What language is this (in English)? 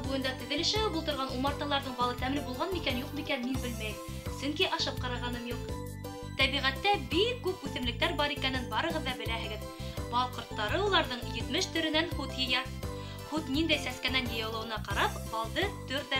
Bashkir